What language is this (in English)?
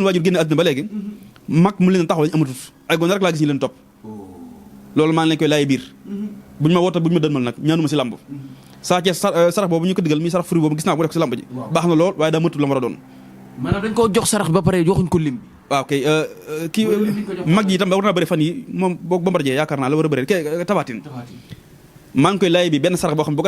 Wolof